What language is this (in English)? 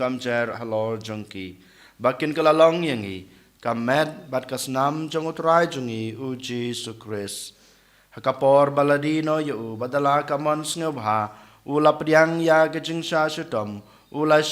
Khasi